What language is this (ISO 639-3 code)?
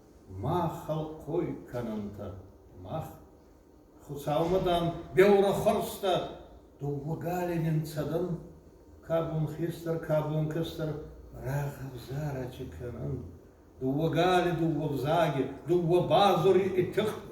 oss